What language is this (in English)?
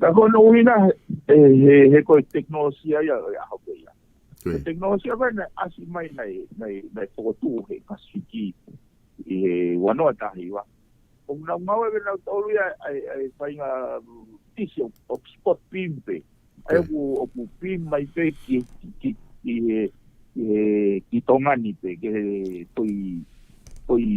Tongan